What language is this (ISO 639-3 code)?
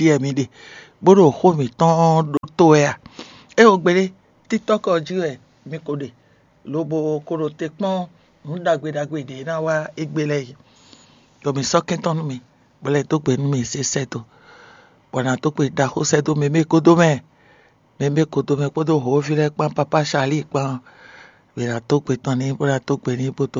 fon